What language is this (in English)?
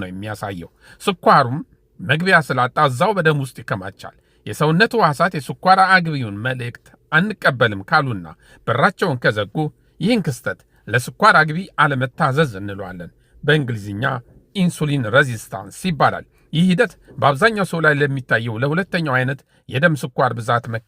Amharic